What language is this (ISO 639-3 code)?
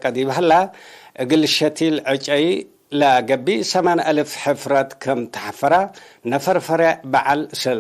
tig